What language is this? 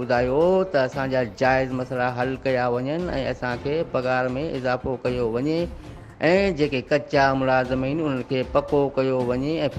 Sindhi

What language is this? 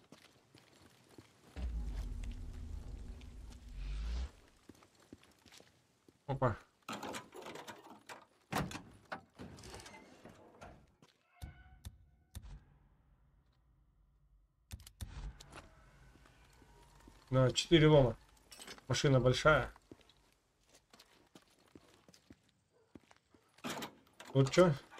Russian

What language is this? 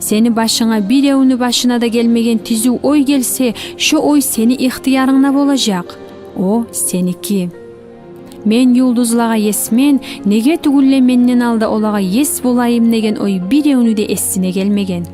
Kumyk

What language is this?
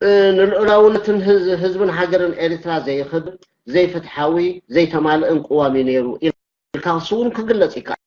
Tigrinya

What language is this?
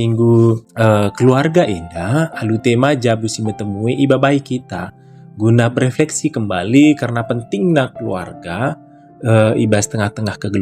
Batak Karo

